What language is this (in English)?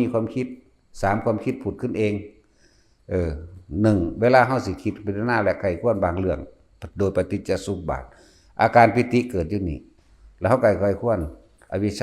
Lao